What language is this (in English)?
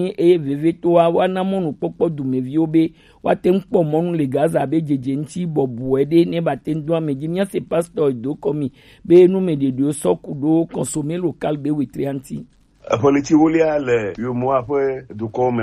Gen